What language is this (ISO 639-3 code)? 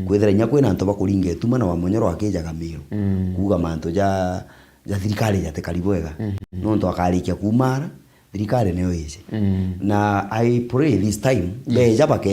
mer